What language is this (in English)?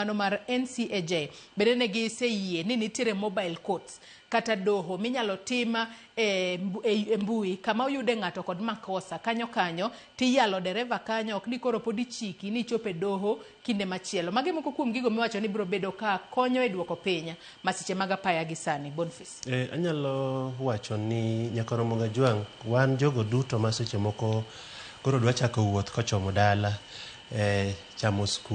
Luo (Kenya and Tanzania)